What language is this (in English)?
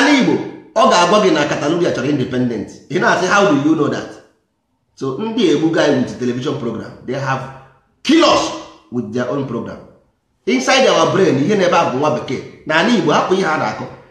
Igbo